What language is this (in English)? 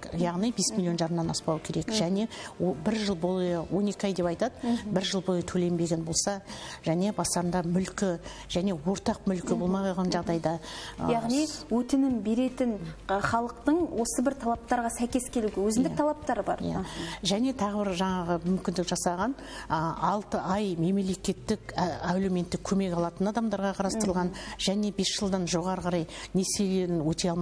Kazakh